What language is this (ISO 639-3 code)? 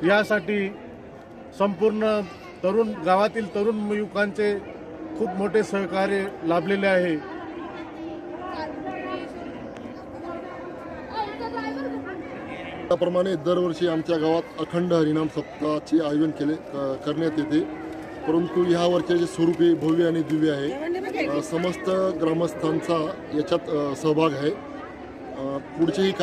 mar